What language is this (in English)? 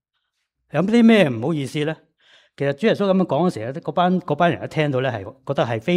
Cantonese